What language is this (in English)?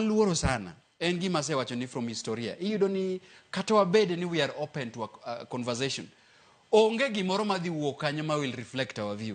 Luo (Kenya and Tanzania)